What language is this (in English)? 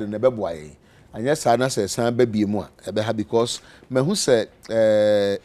Akan